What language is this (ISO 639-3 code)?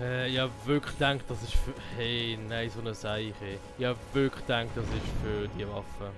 gsw